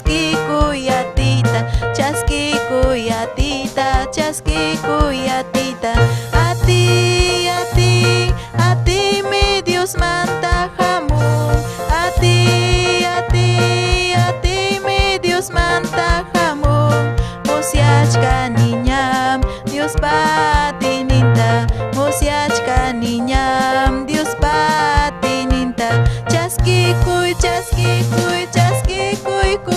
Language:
Ayacucho Quechua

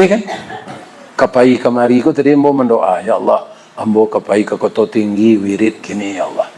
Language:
Minangkabau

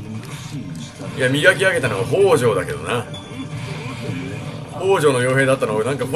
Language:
Japanese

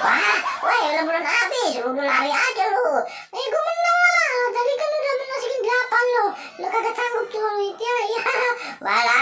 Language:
Betawi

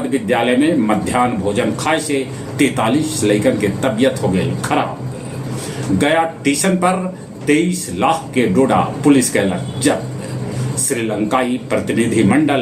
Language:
Magahi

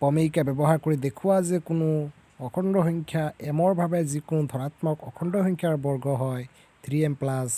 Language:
Assamese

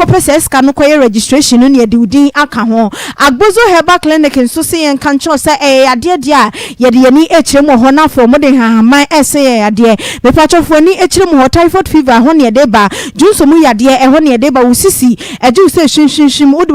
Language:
Akan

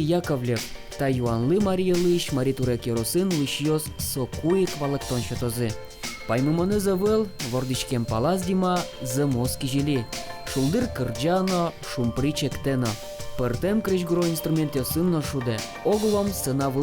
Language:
Udmurt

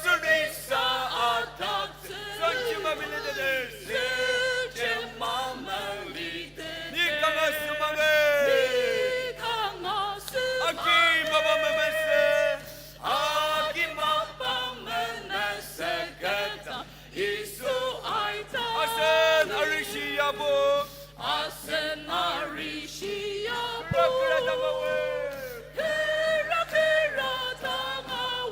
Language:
Ao Naga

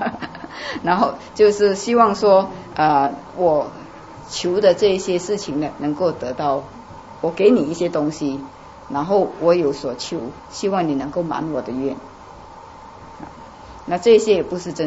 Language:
Chinese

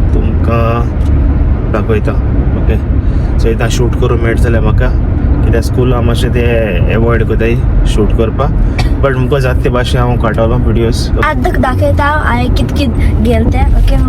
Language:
Konkani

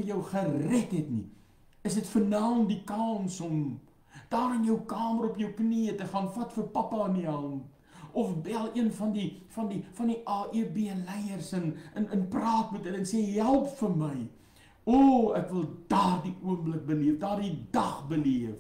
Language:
Afrikaans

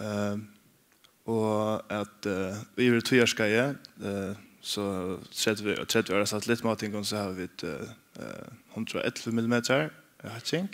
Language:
Faroese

